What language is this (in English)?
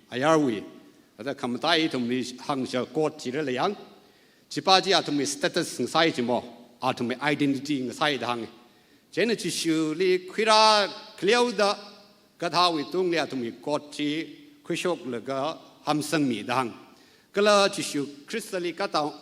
Tangkhul Naga (India)